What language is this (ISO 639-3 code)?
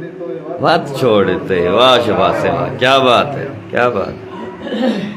skr